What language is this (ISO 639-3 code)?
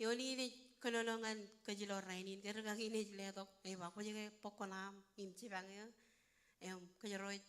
mah